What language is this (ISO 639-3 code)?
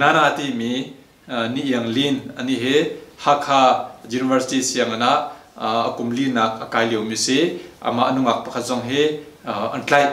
cnh